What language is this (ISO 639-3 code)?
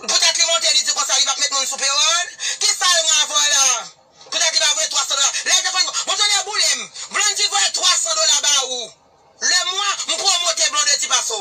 hat